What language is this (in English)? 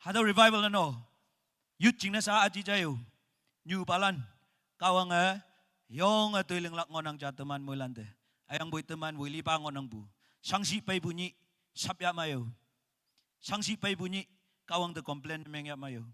Naga Pidgin